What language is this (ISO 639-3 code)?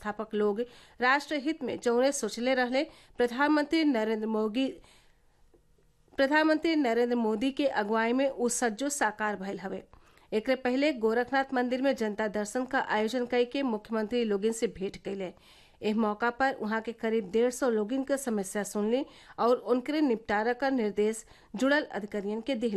bho